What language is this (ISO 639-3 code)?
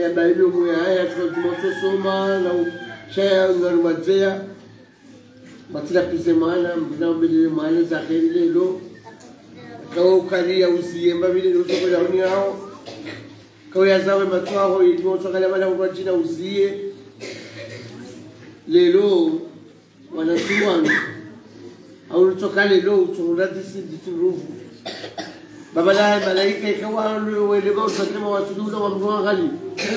zdj